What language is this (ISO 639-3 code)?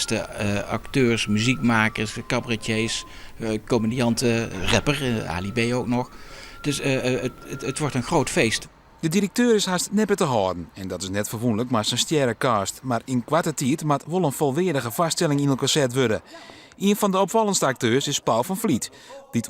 fry